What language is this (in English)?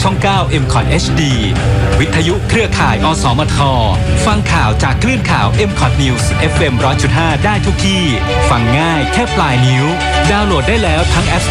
Thai